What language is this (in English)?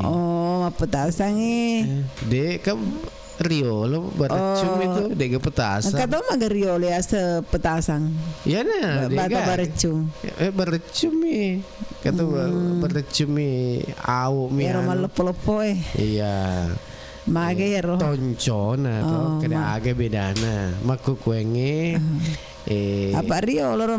Buginese